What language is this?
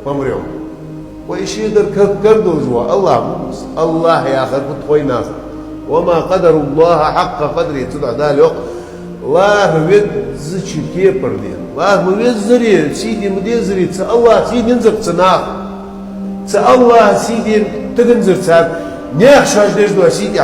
Chechen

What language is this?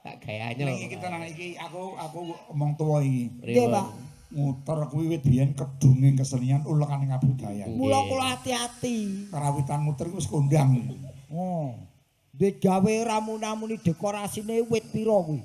Javanese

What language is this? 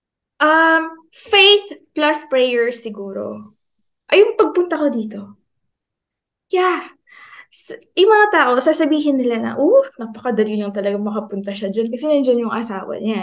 Filipino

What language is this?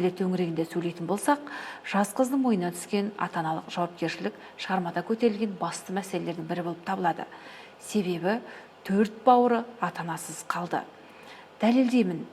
Kazakh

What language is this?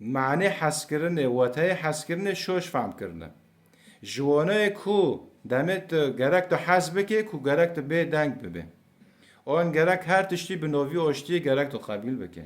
Kurdish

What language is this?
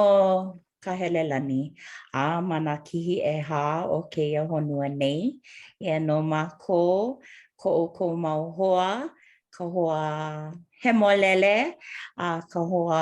Hawaiian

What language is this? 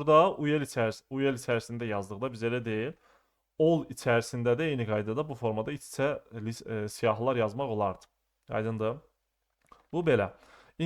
Azerbaijani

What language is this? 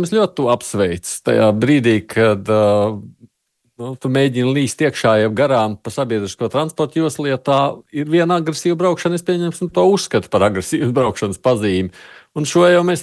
Latvian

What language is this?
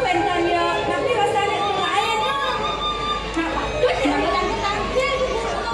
Balinese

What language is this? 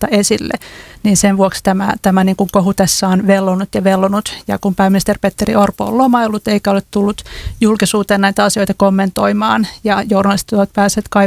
Finnish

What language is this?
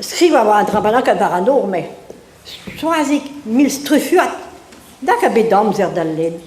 Breton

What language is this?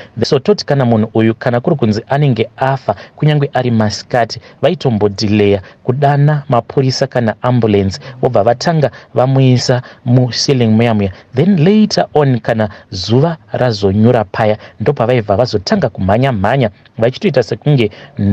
Shona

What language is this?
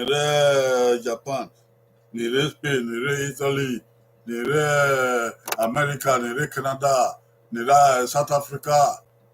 Bini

